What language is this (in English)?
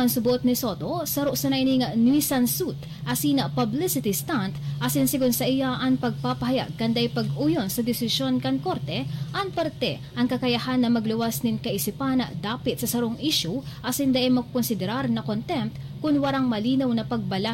Bikol